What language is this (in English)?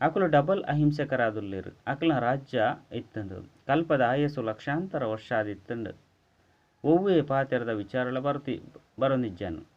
Tulu